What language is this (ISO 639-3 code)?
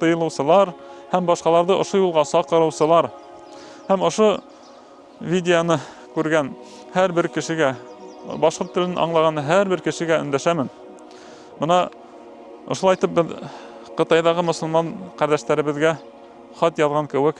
bak